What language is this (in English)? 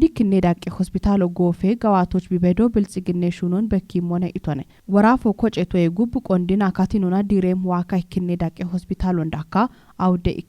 Kafa